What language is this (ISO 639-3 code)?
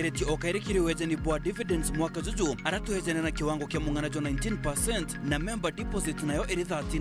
mer